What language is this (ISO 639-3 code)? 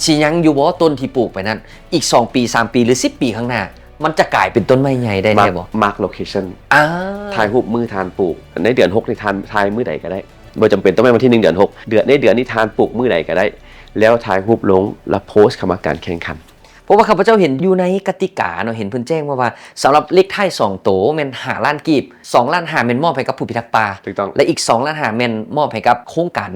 lao